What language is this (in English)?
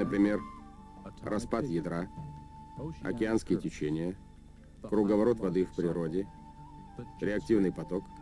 Russian